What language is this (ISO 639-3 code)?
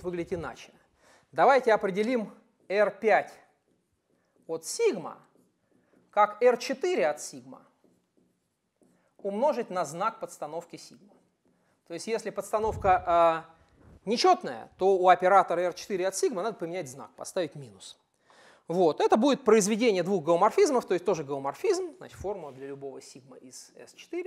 rus